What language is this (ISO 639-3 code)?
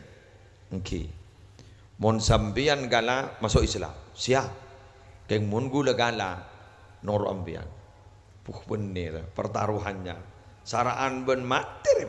mad